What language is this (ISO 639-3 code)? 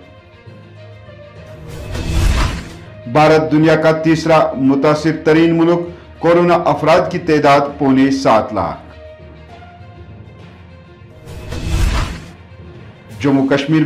urd